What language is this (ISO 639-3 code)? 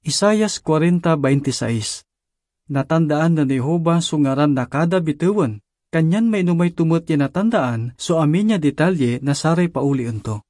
pag